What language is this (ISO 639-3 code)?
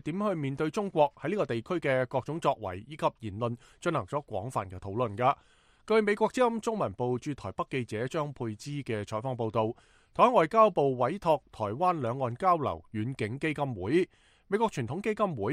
yue